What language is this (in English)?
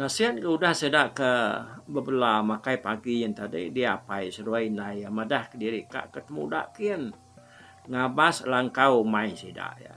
Iban